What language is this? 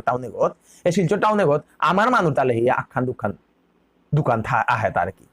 Bishnupriya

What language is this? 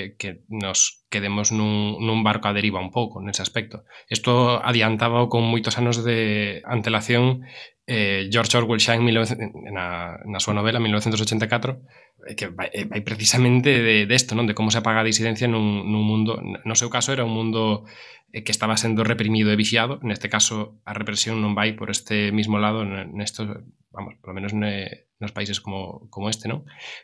Galician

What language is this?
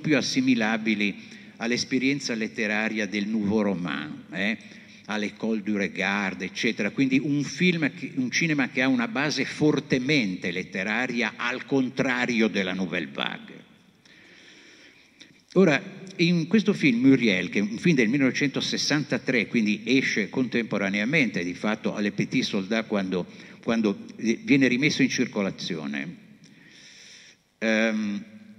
Italian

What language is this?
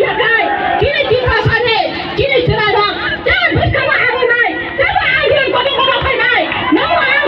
Kok Borok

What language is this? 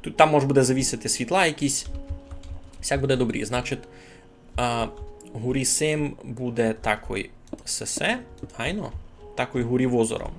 Rusyn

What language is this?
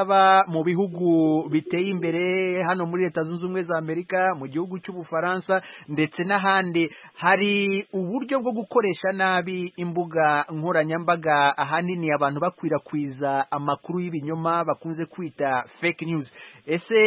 Kinyarwanda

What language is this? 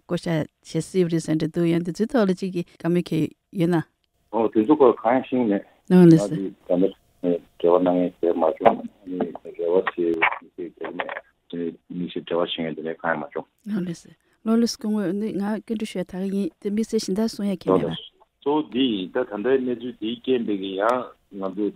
Tibetan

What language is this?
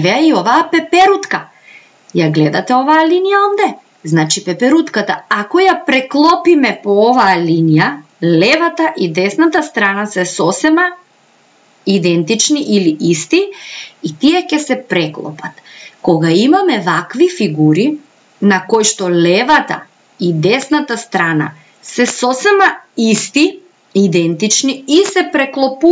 Macedonian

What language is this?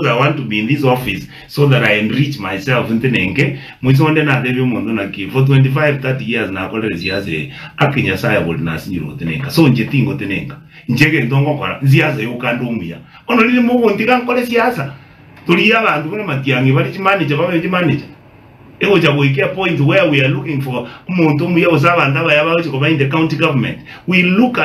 Gusii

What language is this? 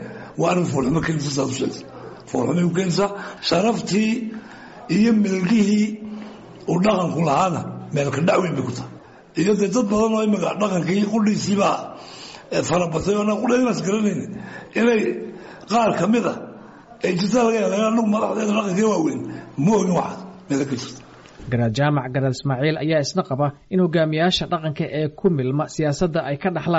Somali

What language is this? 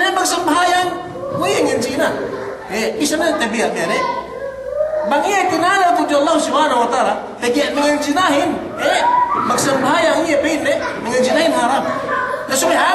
Yakan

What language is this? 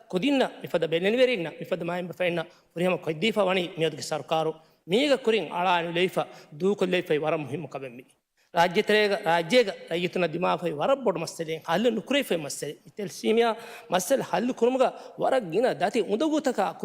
Divehi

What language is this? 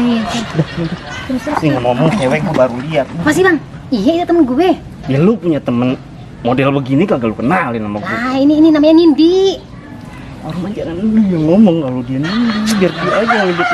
Betawi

